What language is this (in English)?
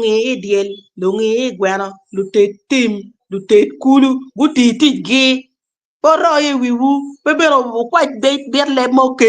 Acoli